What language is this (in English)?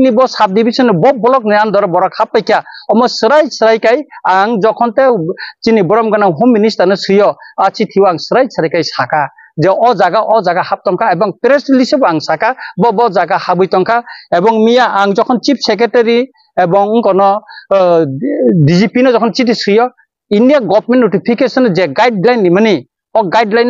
Riang (India)